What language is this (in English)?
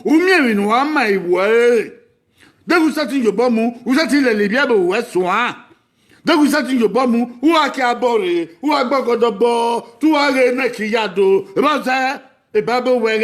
Bini